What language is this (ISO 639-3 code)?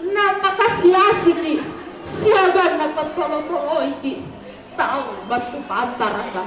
mak